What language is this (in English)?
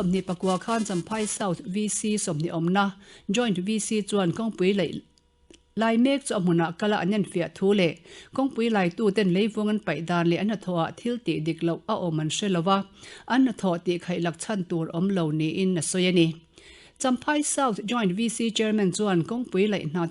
Mizo